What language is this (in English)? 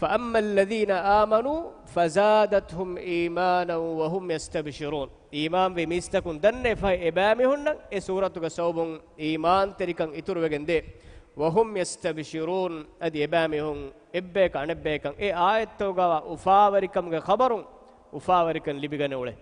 Divehi